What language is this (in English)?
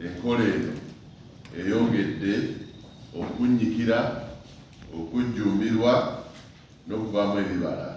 Ganda